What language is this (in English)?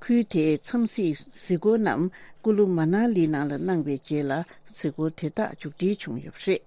Tibetan